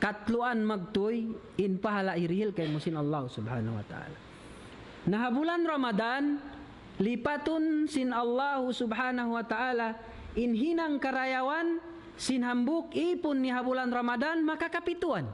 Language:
Tausug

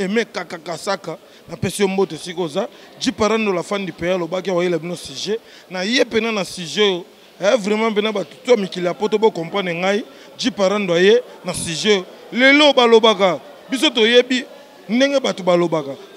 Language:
Lingala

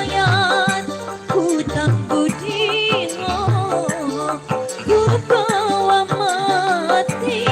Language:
Betawi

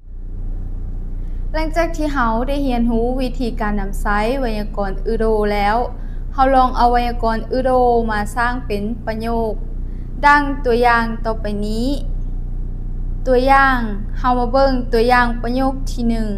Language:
Lao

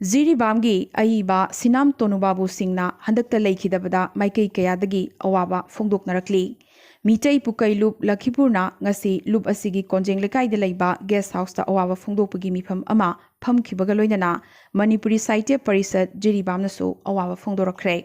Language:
Manipuri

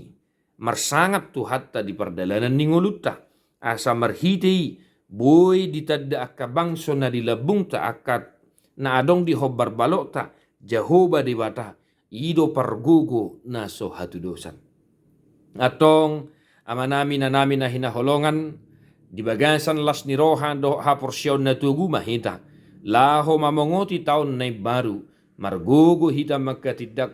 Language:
Batak Toba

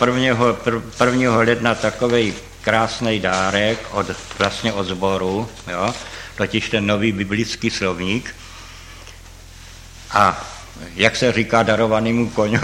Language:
Czech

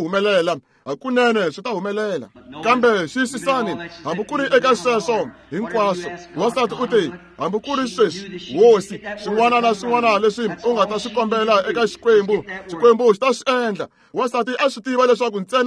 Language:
Tsonga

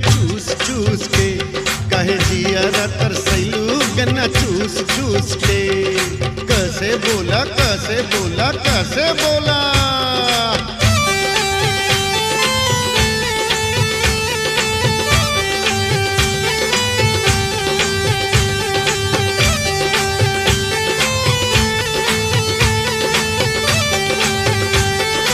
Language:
Bhojpuri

